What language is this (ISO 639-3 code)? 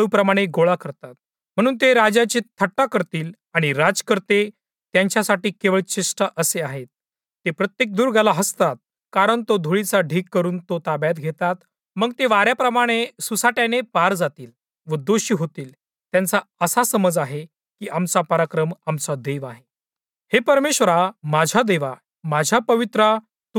mar